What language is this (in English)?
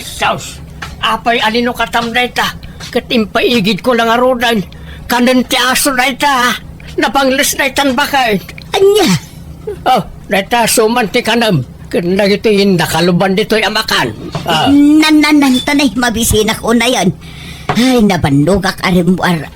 Iloko